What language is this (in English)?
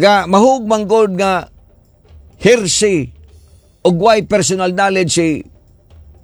Cebuano